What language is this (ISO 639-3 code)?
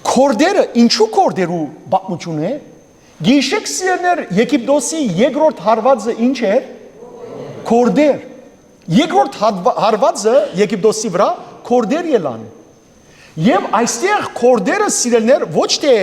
hyw